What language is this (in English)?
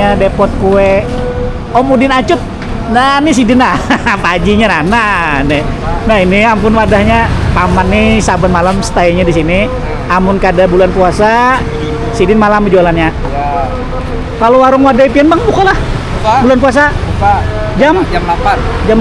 Banjar